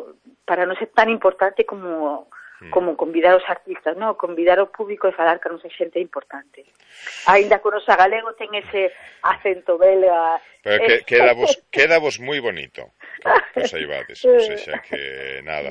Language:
Galician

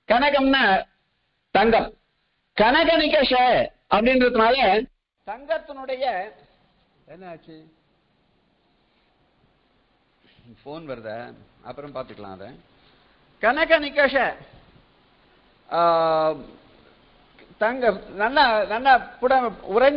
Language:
Tamil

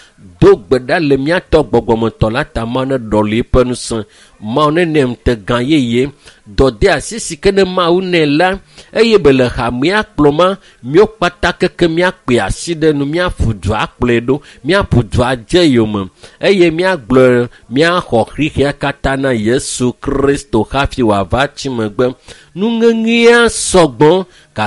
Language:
Ewe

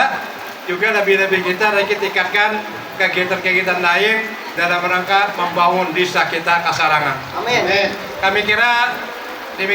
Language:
Banjar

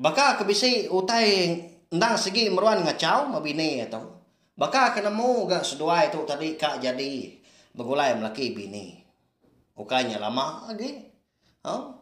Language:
Iban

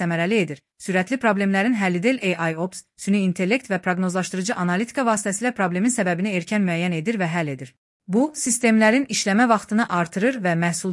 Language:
Azerbaijani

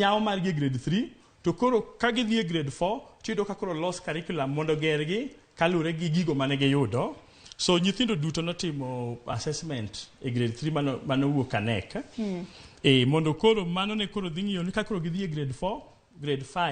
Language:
Luo (Kenya and Tanzania)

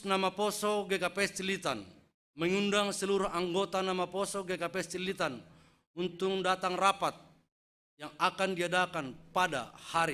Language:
Batak Simalungun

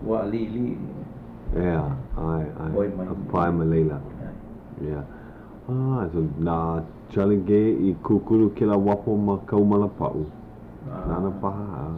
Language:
Hawaiian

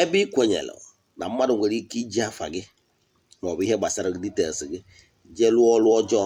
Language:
Igbo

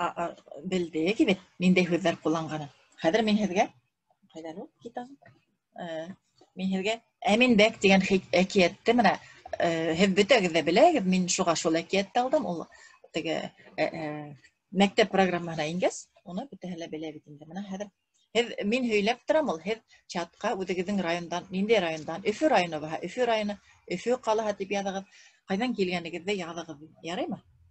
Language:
Bashkir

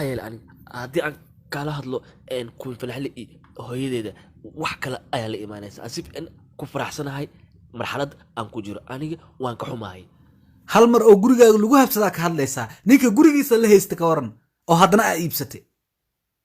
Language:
Somali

